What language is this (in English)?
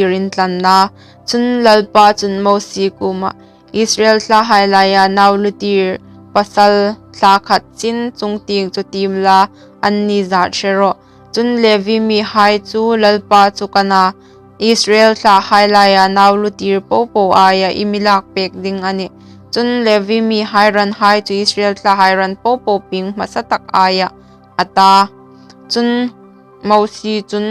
Hmar